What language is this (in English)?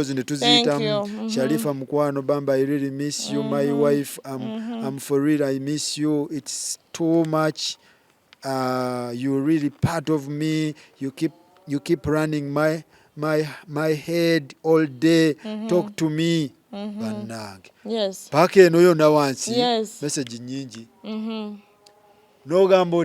Ganda